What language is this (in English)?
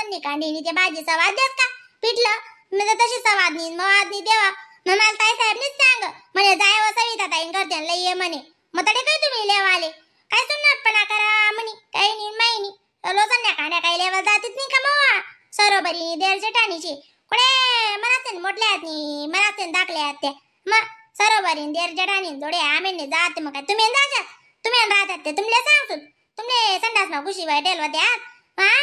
Khandesi